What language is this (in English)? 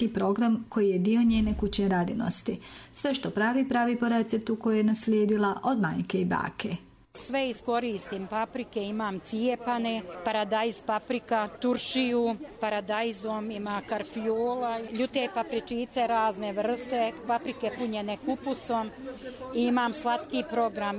Croatian